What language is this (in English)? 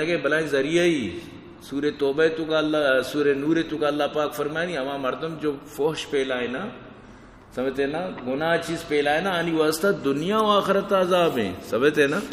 Eastern Balochi